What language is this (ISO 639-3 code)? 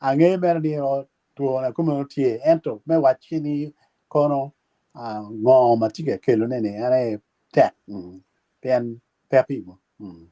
ach